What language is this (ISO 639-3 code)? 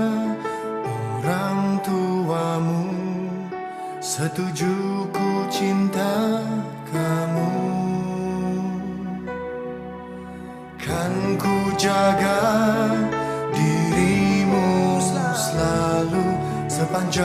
ind